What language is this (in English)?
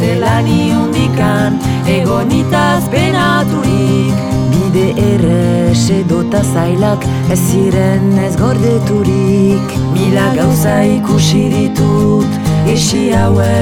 Basque